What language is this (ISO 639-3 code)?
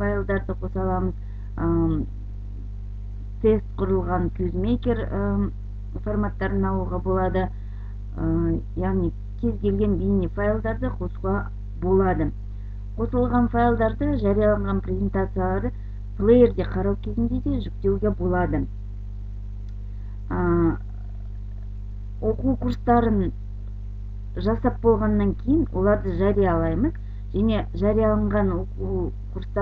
kaz